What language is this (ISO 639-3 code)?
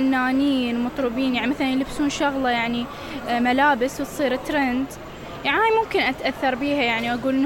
acm